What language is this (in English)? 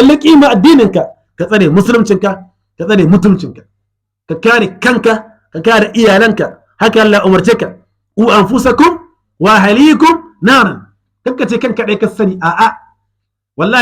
Hausa